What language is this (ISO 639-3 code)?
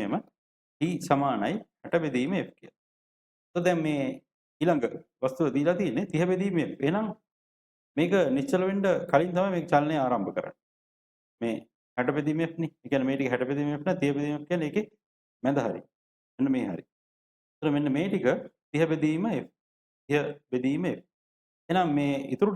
sin